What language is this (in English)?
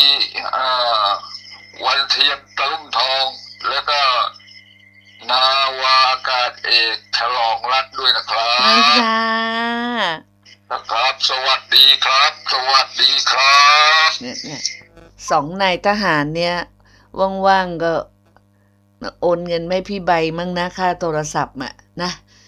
Thai